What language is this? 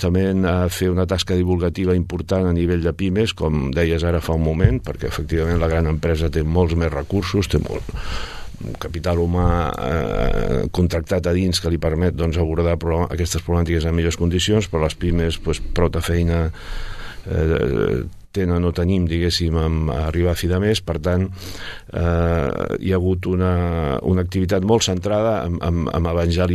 Catalan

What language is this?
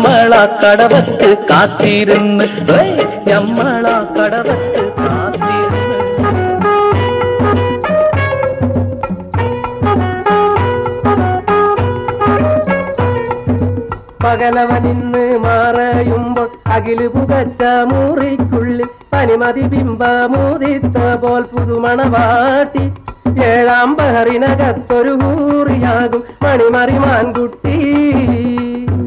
Malayalam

